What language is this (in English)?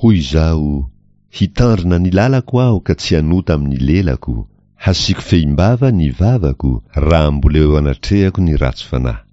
Malagasy